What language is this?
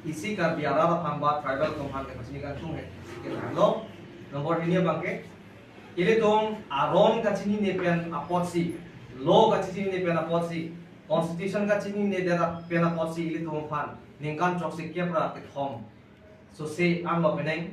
Karbi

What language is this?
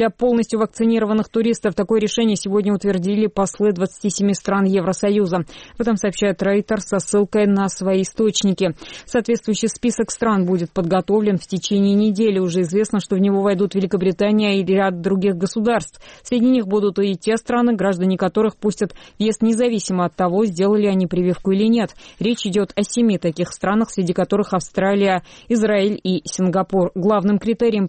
Russian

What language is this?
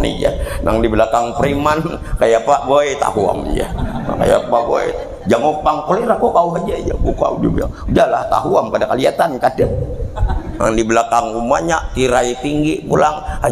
Banjar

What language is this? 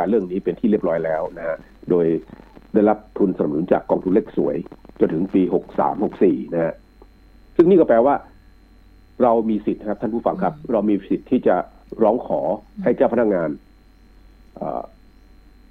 Thai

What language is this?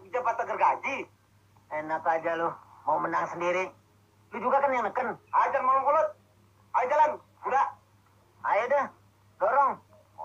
Betawi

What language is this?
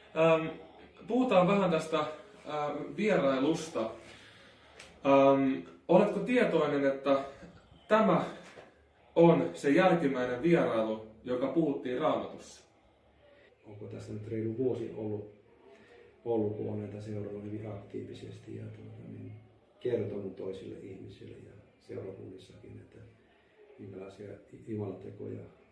Finnish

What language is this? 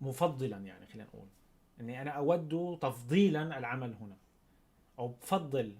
North Levantine Arabic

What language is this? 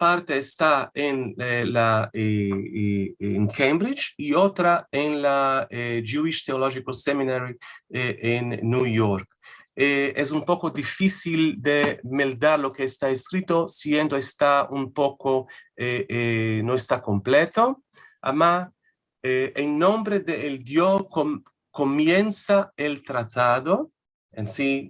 Ladino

